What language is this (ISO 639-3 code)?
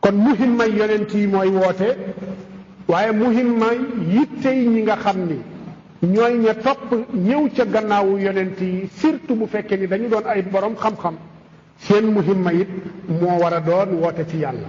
wol